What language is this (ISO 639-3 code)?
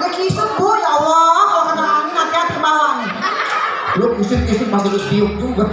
bew